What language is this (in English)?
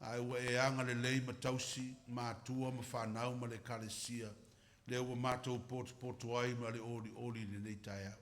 Samoan